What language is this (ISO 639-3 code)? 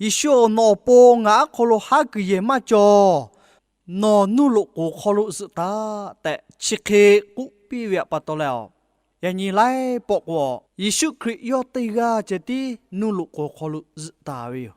lhu